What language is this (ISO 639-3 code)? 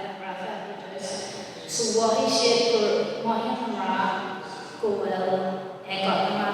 gle